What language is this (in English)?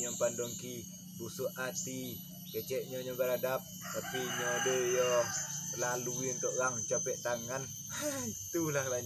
Minangkabau